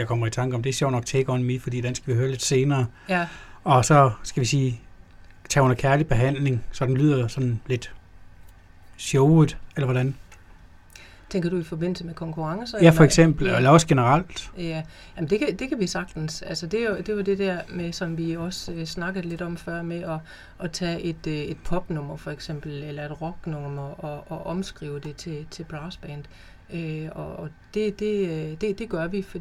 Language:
Danish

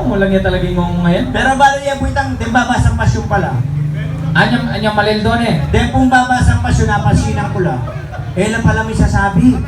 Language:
Pampanga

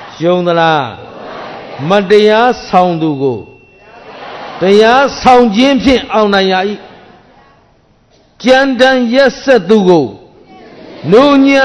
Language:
Burmese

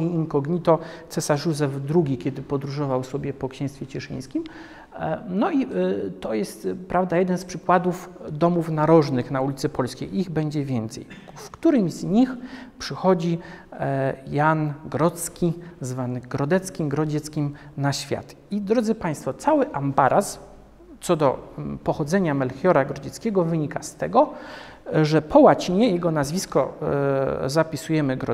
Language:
Polish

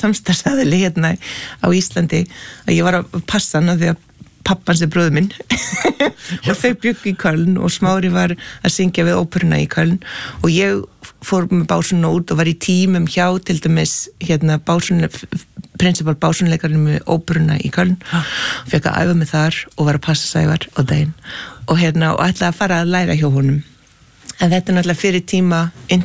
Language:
Icelandic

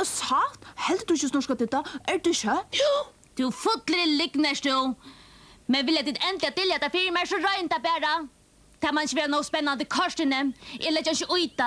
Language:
Faroese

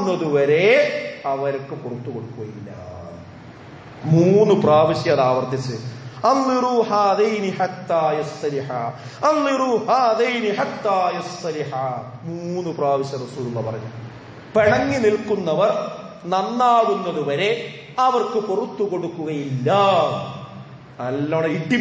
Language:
Malayalam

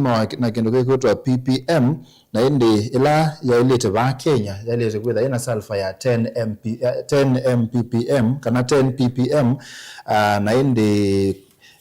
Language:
Kamba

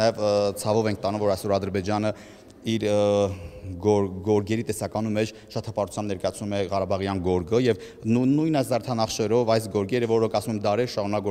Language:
Armenian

